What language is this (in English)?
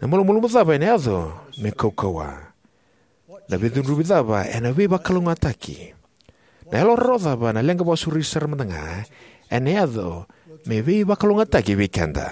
Fijian